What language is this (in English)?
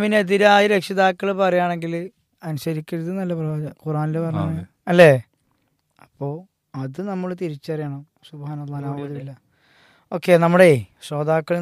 Malayalam